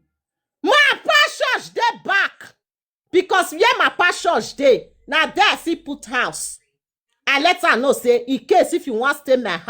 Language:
Nigerian Pidgin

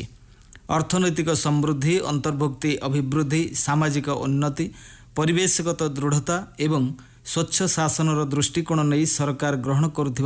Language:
Odia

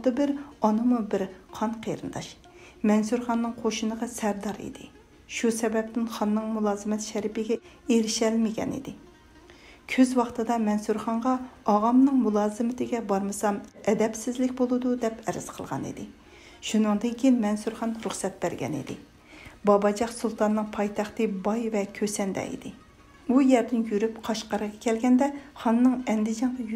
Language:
Uyghur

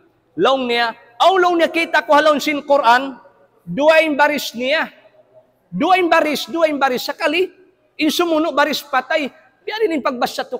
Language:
Tausug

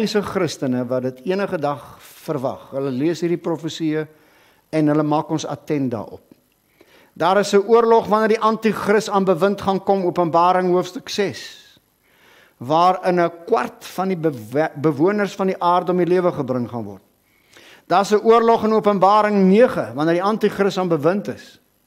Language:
Afrikaans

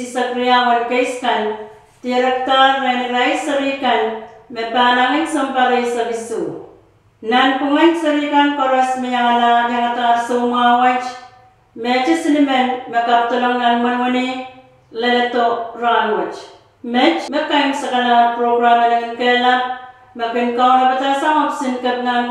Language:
Pohnpeian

